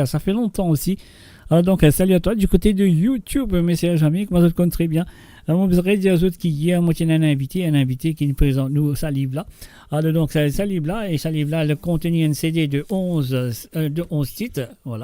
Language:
Morisyen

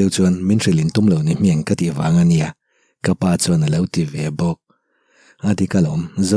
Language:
Mizo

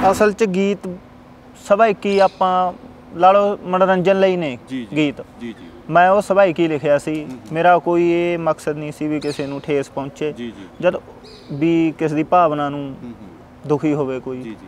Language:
Punjabi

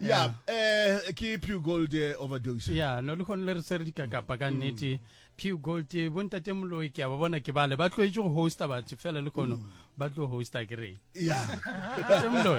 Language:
Northern Sotho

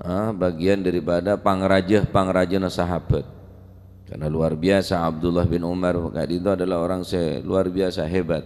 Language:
Madurese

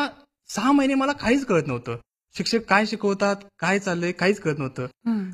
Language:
Marathi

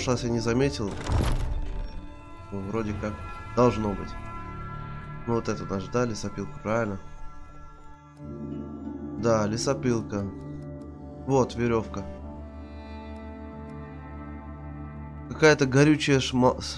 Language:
Russian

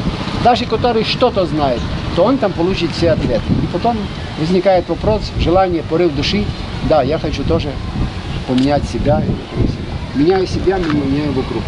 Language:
Russian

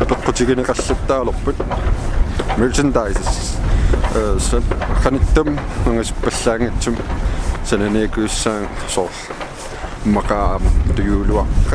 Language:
Kalaallisut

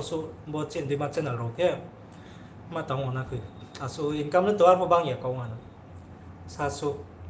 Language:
Riang (India)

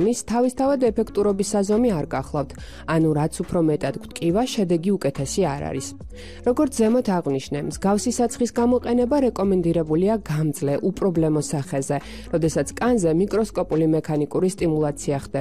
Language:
Georgian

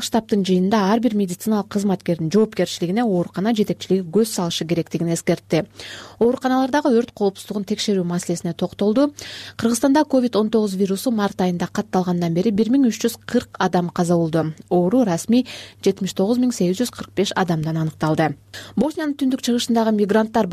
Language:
Kyrgyz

